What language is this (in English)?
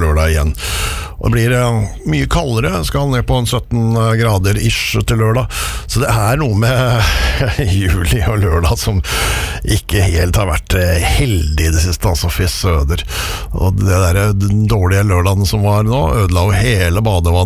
Norwegian